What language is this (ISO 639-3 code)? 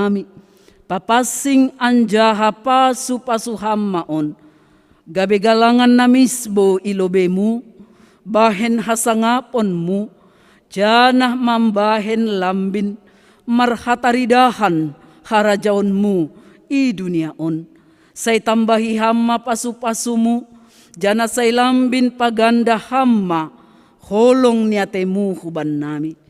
bts